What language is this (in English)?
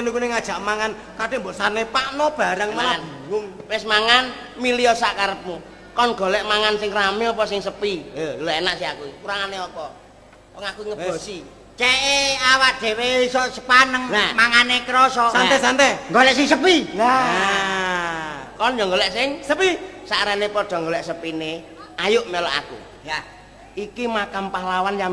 Javanese